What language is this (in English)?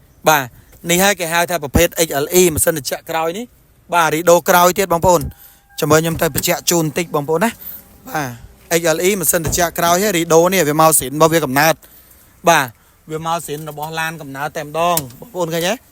Khmer